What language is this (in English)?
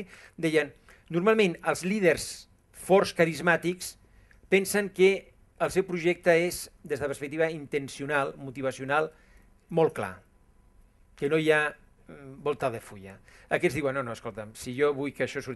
Catalan